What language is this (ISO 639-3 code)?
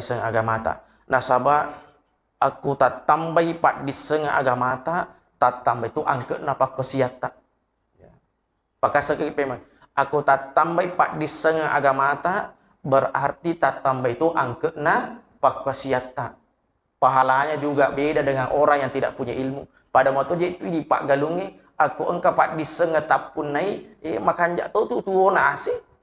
bug